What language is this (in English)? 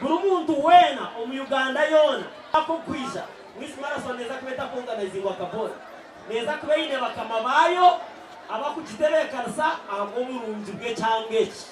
Nyankole